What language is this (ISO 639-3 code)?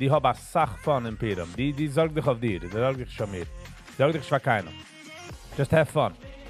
yid